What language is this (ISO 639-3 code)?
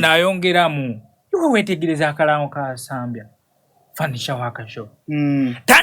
xog